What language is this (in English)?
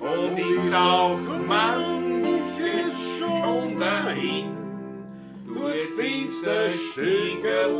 Bavarian